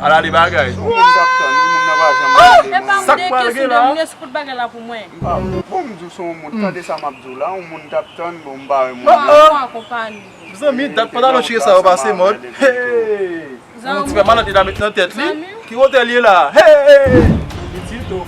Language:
Haitian Creole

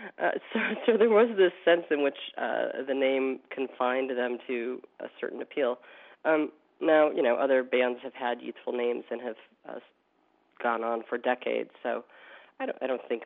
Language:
English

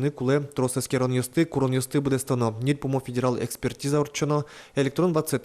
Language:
Udmurt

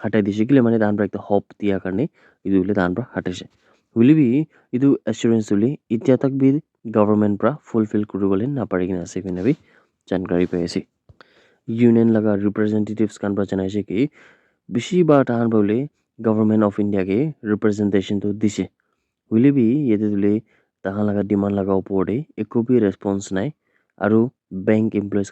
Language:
Naga Pidgin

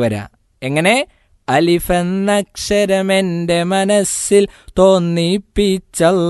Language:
Malayalam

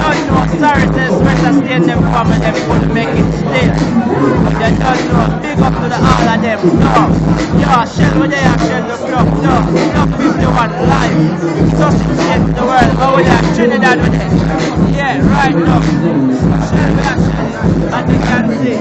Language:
Jamaican Creole English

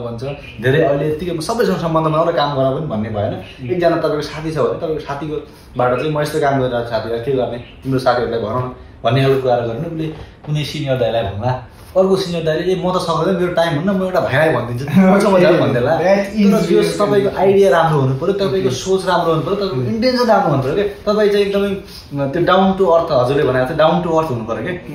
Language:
Nepali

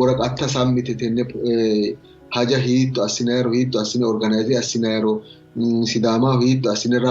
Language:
Sidamo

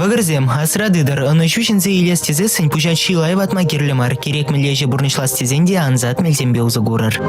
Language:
Chuvash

